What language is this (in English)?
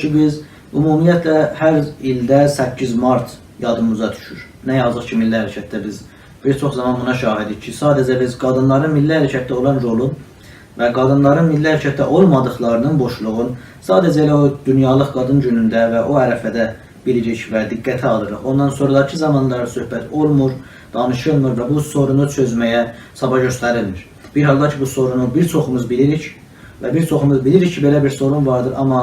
South Azerbaijani